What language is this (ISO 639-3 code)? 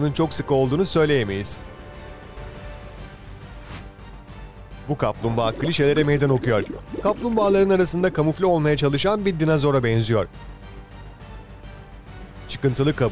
tur